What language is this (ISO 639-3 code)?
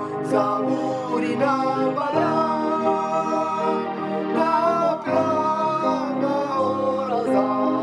kin